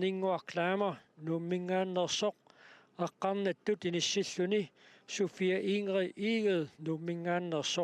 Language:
Kalaallisut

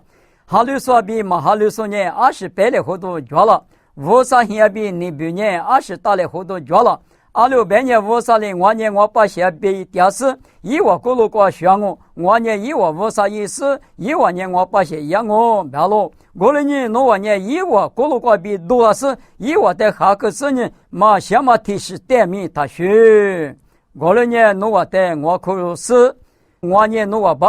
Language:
Lisu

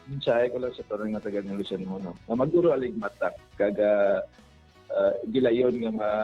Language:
Hiligaynon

